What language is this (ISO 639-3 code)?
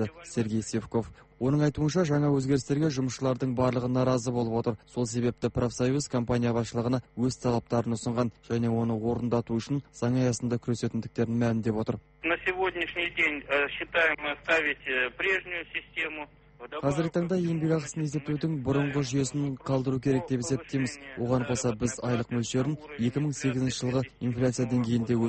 kaz